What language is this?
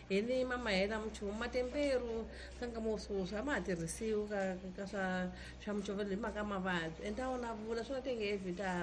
Tsonga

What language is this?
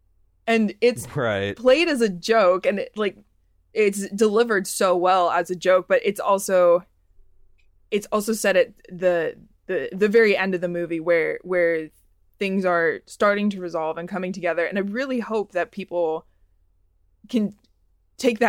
English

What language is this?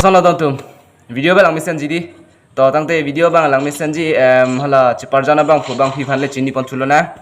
Karbi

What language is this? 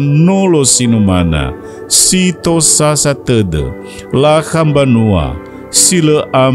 Nias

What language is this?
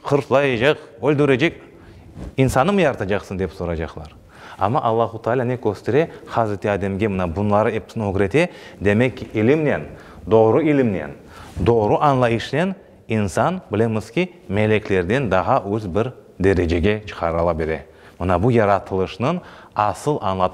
Crimean Tatar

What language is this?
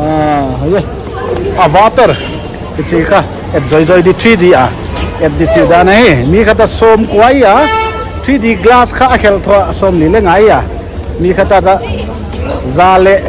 Paite Chin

